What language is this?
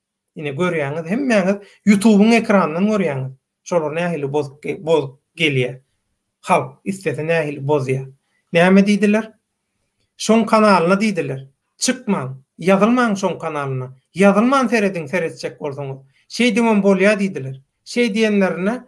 Turkmen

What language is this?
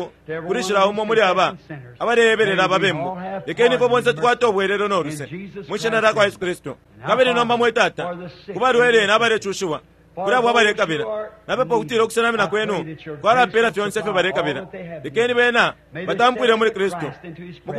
Bemba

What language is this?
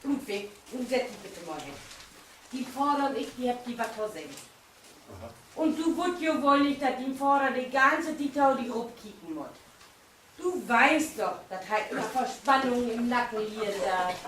Low German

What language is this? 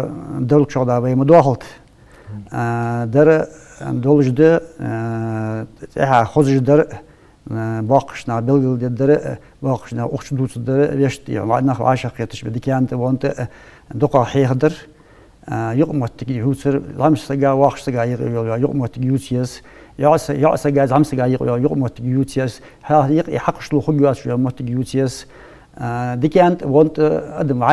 Ingush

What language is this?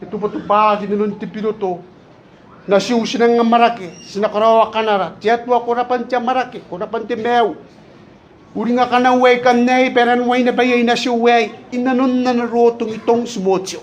Gilbertese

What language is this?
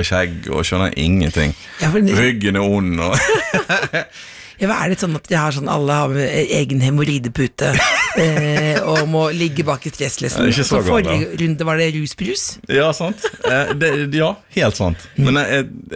Norwegian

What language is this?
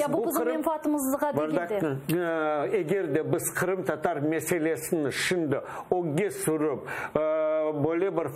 Crimean Tatar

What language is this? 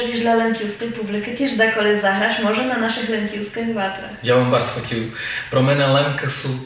Rusyn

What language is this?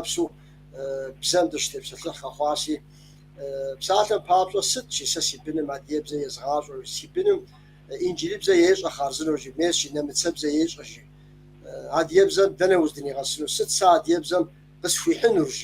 Kabardian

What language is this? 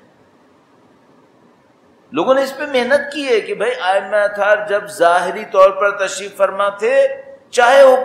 Urdu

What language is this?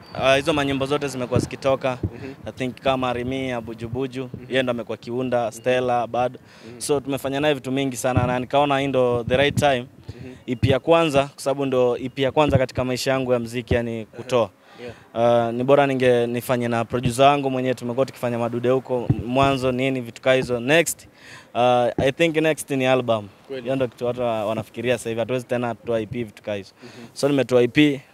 Swahili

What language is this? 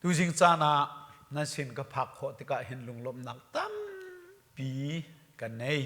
Hakha Chin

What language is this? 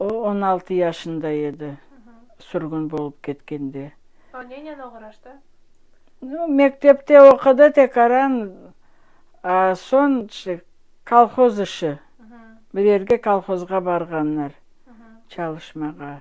Crimean Tatar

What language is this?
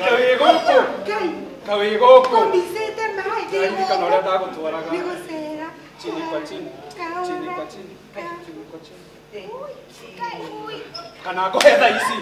Kikuyu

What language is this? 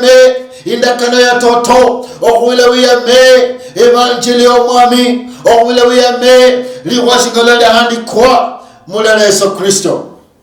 Luyia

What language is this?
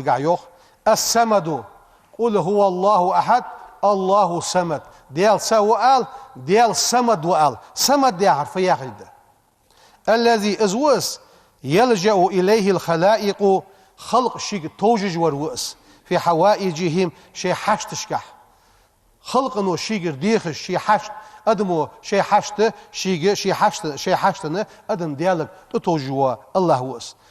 Ingush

